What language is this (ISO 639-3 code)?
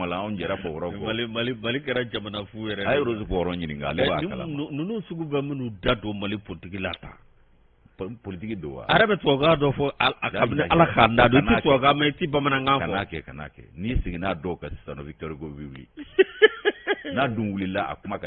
bam